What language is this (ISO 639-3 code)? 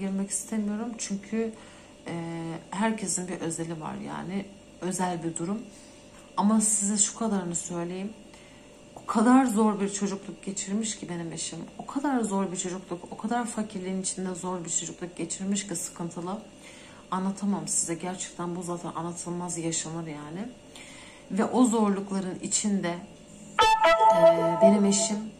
tur